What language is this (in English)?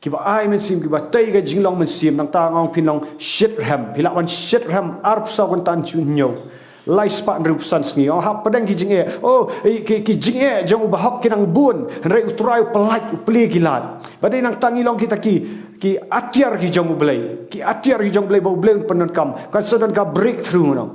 Khasi